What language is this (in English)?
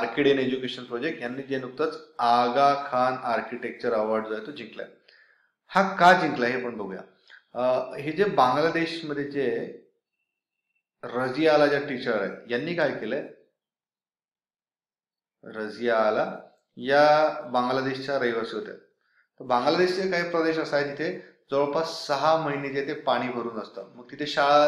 Marathi